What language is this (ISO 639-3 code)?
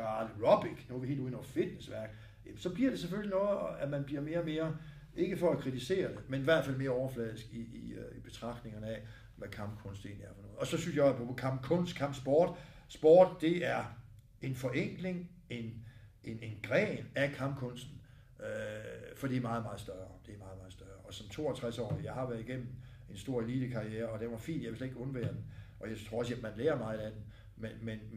dan